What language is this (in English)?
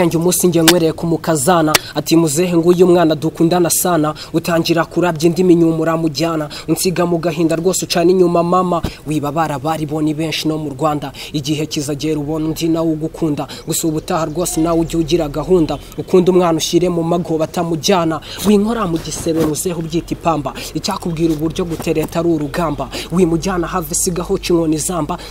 Kinyarwanda